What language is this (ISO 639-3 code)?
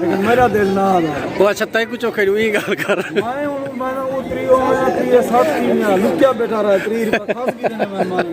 skr